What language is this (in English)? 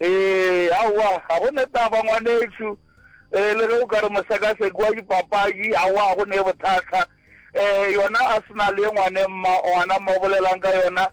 Northern Sotho